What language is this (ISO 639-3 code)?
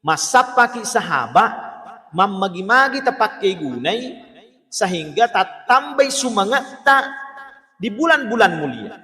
bug